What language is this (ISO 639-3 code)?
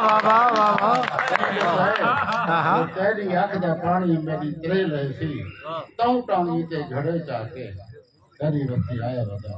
skr